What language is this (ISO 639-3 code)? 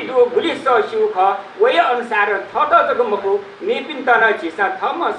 new